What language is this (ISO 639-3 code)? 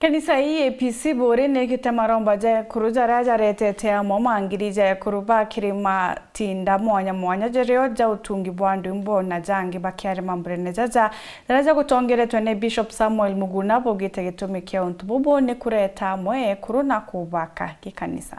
mer